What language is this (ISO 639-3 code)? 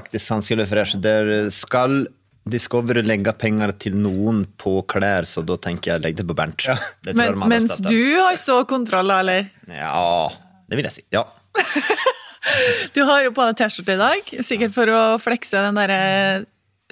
nor